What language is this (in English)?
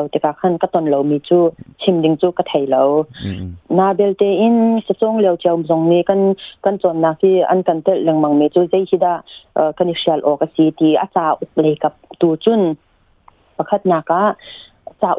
Hakha Chin